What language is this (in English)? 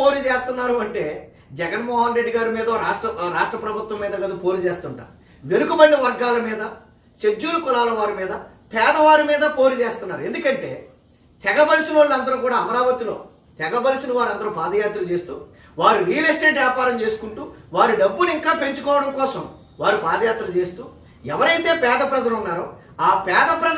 Telugu